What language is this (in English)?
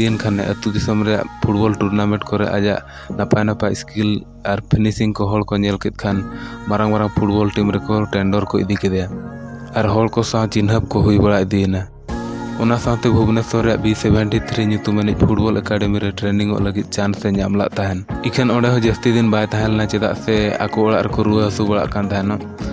Santali